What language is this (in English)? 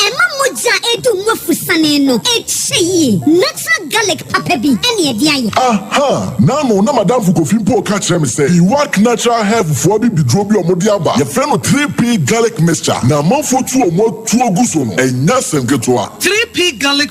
Akan